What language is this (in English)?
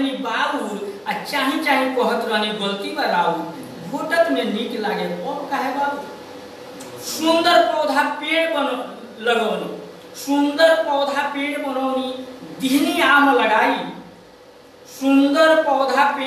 Bhojpuri